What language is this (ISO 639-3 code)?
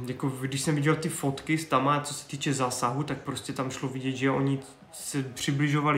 ces